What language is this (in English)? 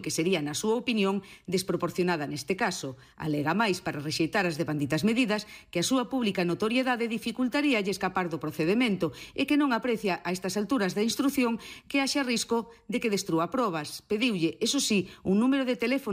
Galician